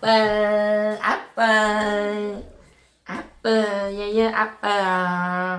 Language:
Hmong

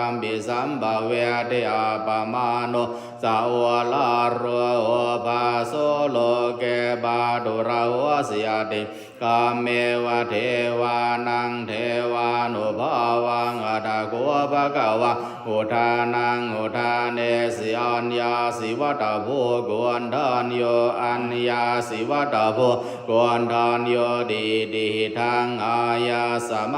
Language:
Pali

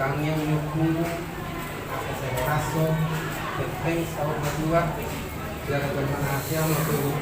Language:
Batak Toba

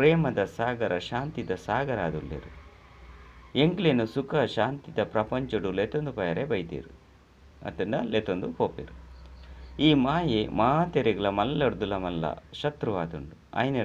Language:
Tulu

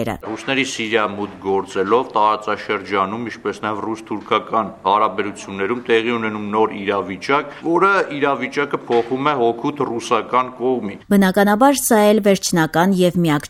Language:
Armenian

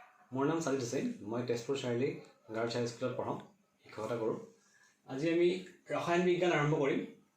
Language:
Assamese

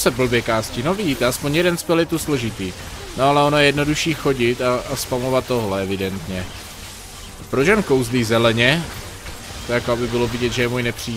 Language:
Czech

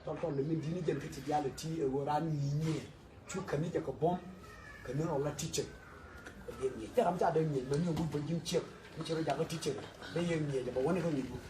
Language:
Nuer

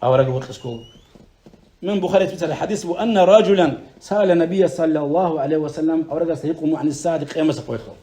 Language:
Avaric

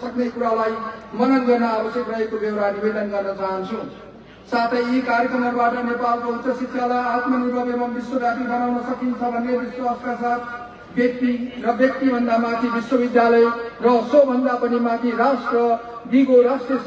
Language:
Nepali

